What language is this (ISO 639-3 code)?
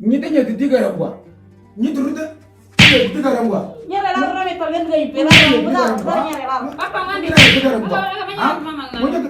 mor